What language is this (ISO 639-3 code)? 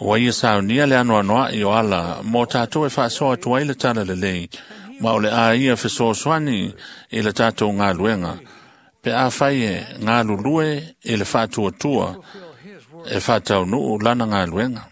smo